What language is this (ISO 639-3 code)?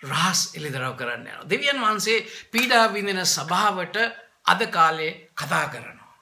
sin